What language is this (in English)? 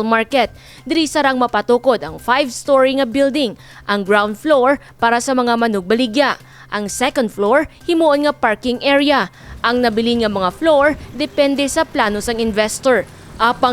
Hiligaynon